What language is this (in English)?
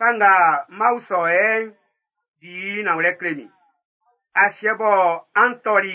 Baoulé